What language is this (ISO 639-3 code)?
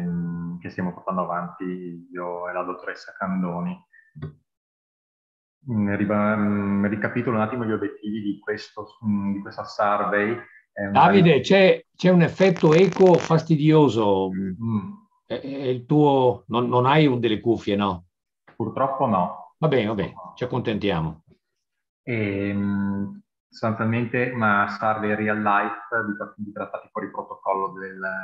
ita